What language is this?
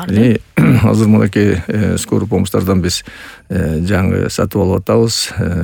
Kyrgyz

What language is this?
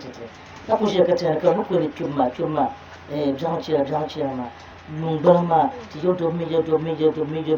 Dagbani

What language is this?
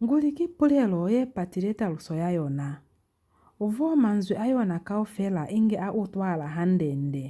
Lozi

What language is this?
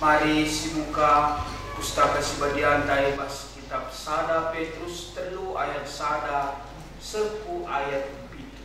Batak Karo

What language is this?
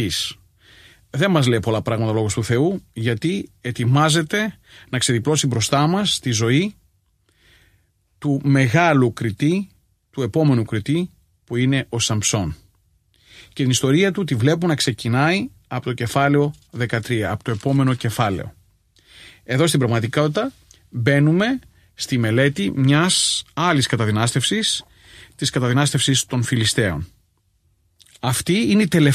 Greek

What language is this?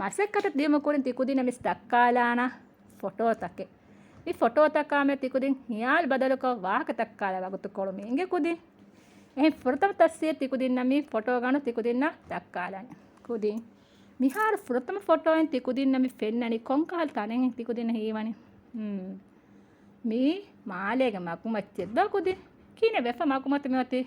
Divehi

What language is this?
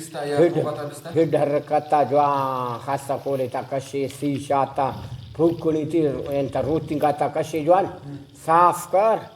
Brahui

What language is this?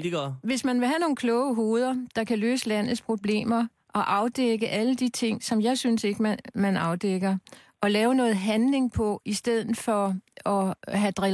Danish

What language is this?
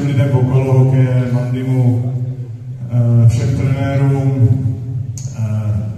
Czech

